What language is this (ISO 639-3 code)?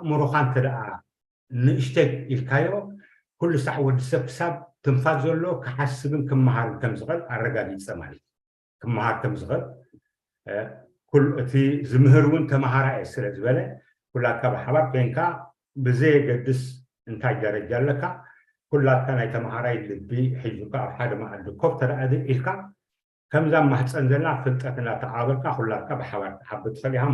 tir